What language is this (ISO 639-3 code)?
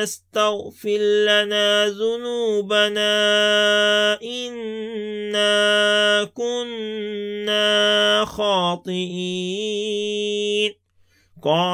ara